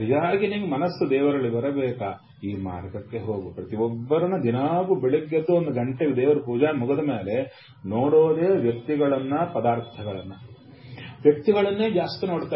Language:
Kannada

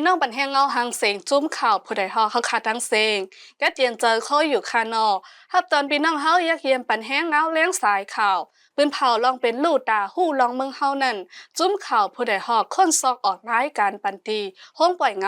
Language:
Shan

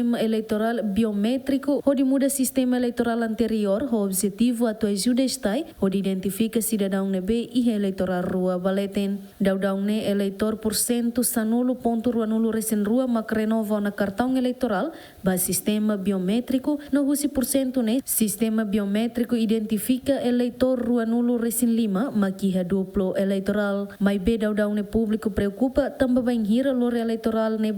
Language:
Tetum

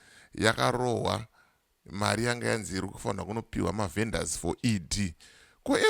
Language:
Shona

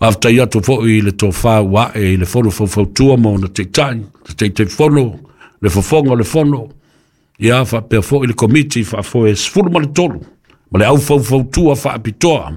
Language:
Samoan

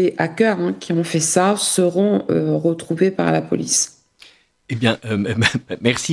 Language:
French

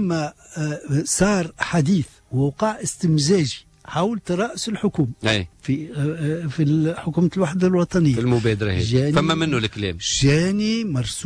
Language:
Tunisian Arabic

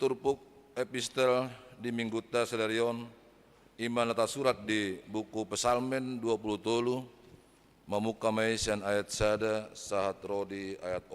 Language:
Batak Toba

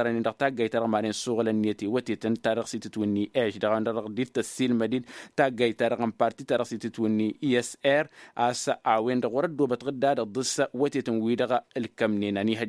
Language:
Tamasheq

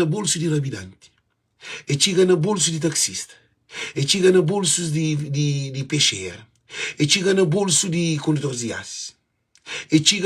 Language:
Kabuverdianu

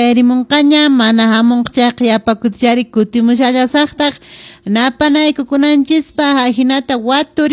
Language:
Quechua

